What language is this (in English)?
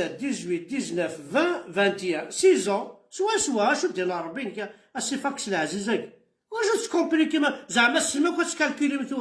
Kabyle